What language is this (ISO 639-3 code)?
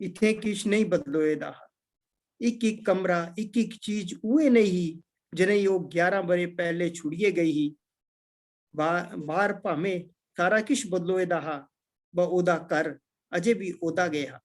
doi